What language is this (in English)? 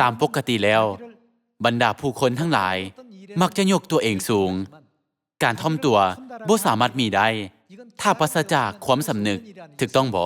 Lao